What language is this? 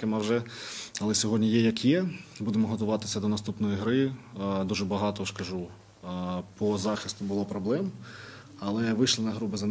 Ukrainian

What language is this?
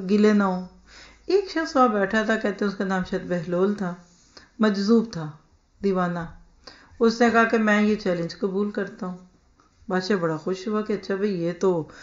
Urdu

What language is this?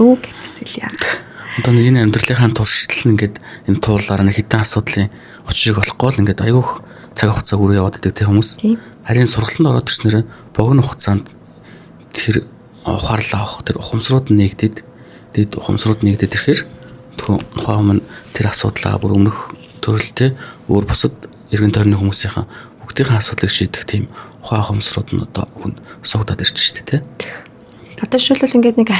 Mongolian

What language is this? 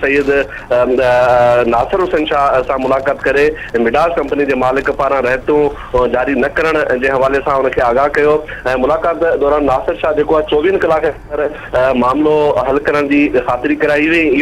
Sindhi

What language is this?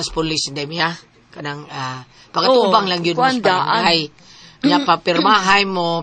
Cebuano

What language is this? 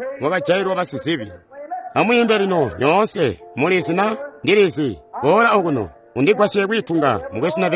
Tonga (Zambia)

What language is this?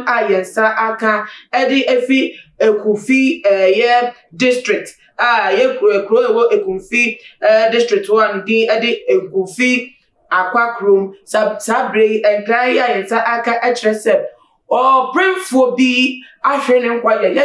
Akan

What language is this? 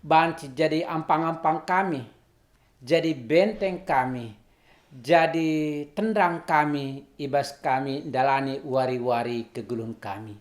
Batak Karo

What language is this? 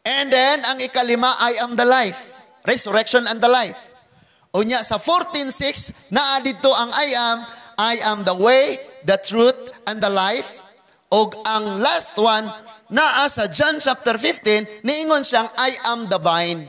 Cebuano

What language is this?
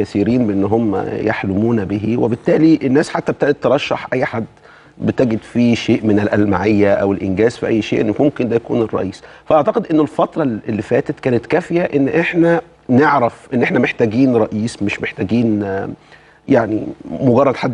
Egyptian Arabic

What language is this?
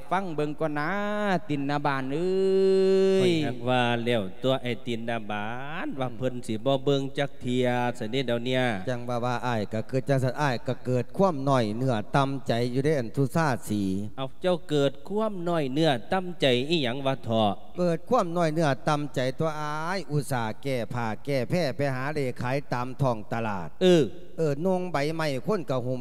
Lao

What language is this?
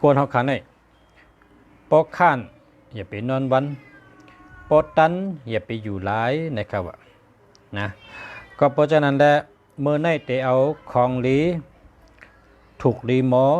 Shan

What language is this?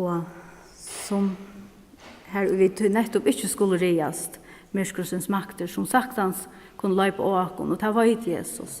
Faroese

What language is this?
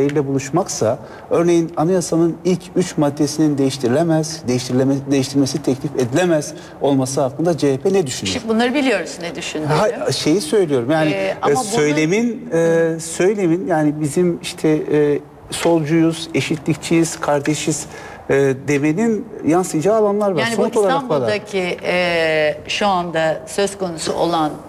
Turkish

